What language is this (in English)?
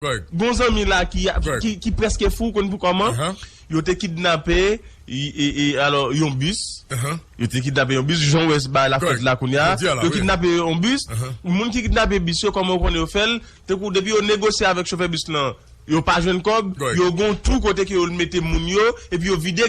Haitian Creole